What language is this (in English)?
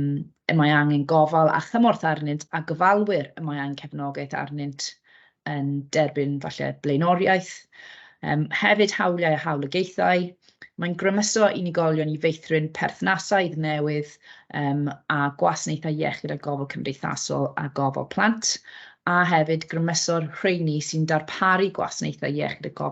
Welsh